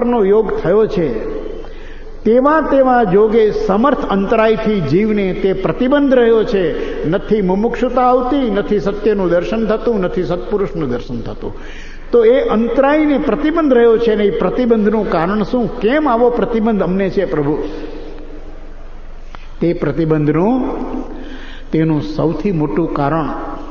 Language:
Gujarati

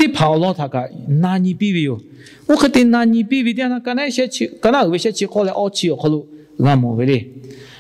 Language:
Lahu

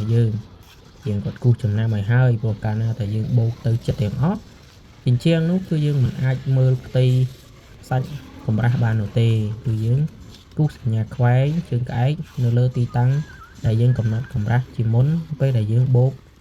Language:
Khmer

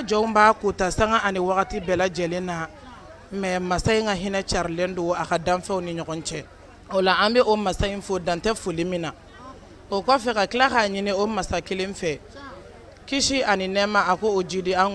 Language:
Bambara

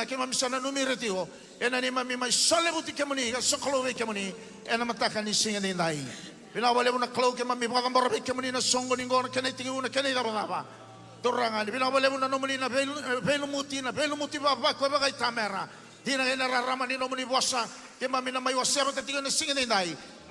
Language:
Fijian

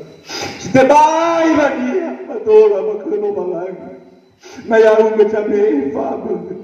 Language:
Nias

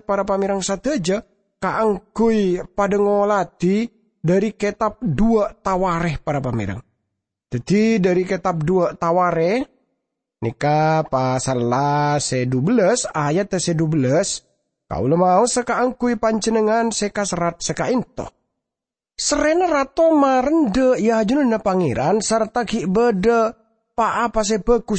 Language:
Madurese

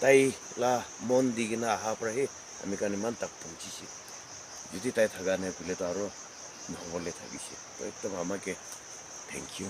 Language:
Naga Pidgin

